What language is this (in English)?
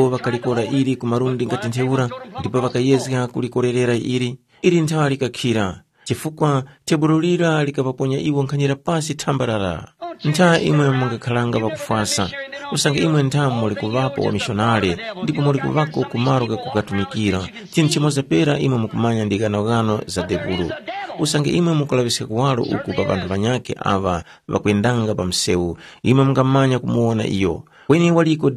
Tumbuka